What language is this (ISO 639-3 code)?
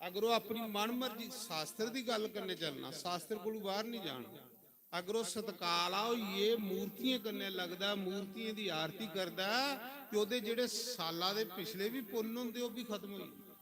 doi